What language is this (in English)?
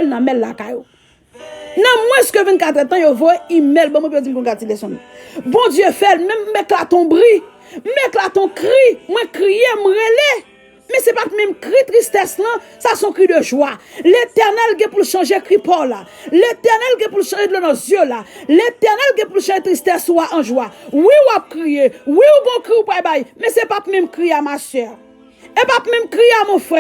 Haitian Creole